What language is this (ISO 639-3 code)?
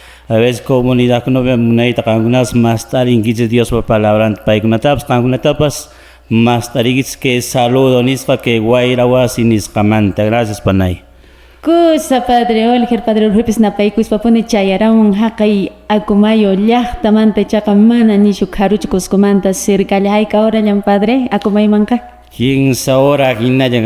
que